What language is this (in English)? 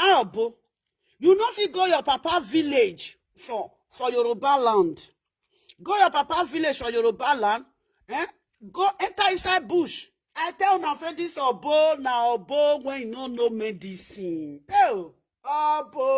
Nigerian Pidgin